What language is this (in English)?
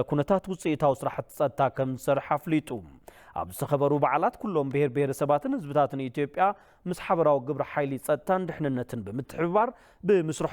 Tigrinya